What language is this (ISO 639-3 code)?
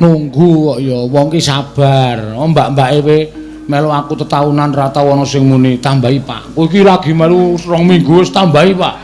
jav